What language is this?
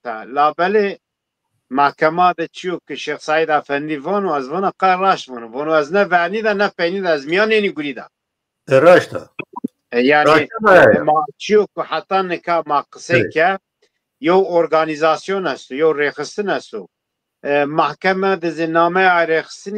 Zaza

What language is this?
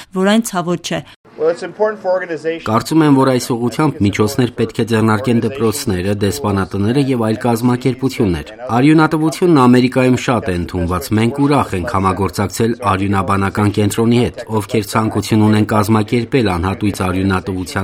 Armenian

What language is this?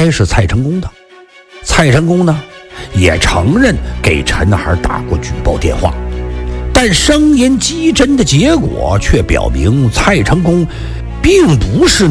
Chinese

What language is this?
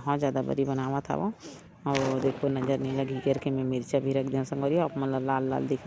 Chhattisgarhi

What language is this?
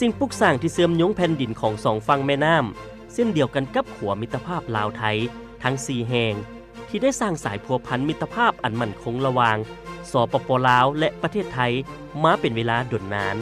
Lao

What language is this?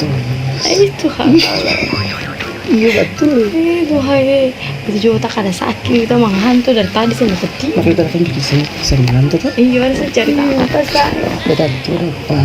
Ambonese Malay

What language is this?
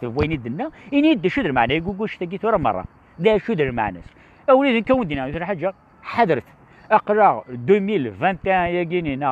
Kabyle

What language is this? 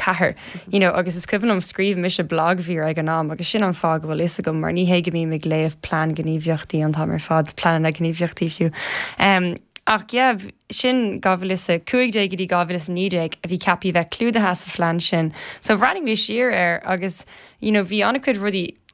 Irish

